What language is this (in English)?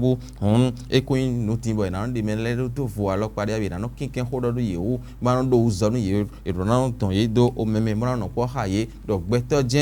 Fon